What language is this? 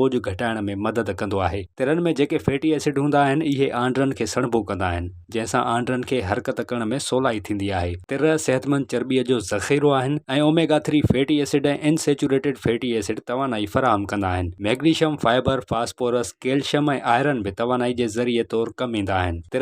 Sindhi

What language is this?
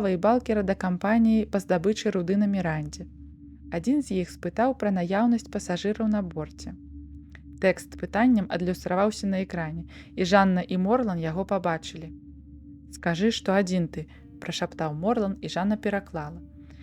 Belarusian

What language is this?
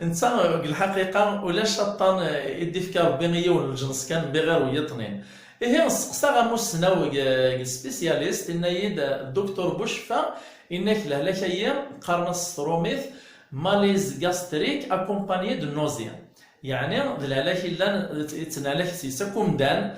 Kabyle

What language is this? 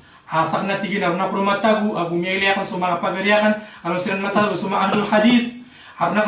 Maranao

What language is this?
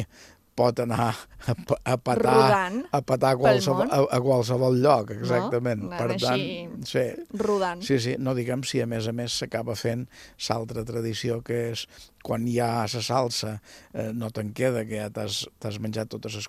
Catalan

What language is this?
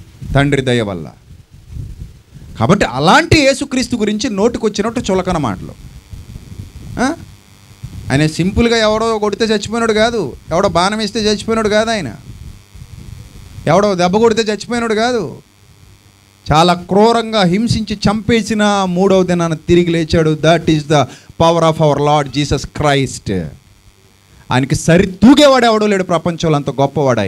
Telugu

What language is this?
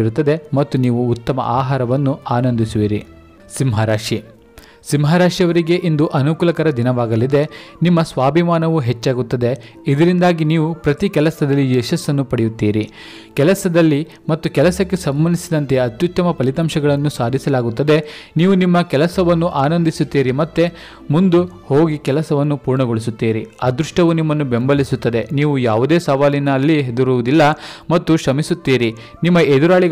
Kannada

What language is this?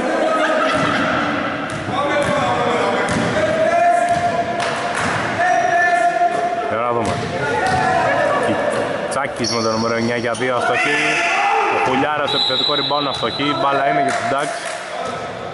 Greek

